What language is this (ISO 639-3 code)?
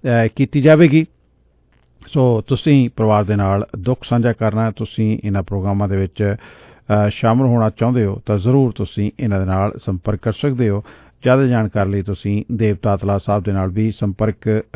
pan